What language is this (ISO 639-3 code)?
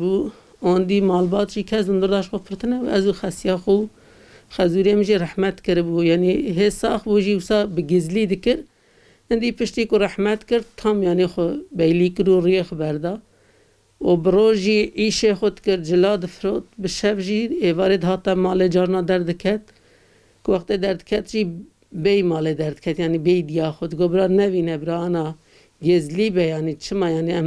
kur